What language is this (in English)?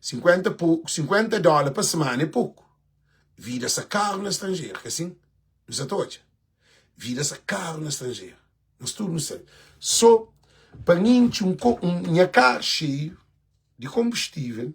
Kabuverdianu